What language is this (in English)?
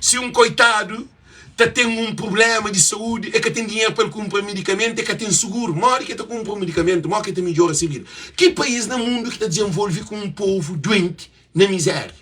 Kabuverdianu